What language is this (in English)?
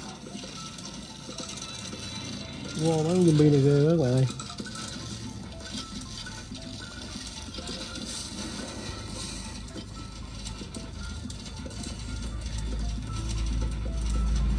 Vietnamese